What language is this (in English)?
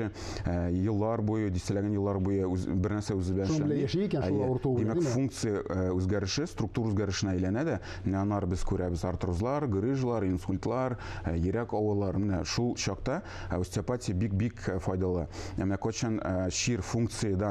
Tatar